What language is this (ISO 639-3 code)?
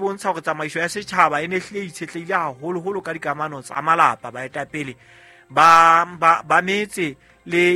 sot